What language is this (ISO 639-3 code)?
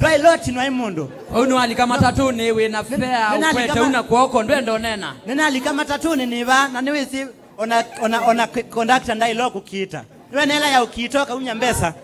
kam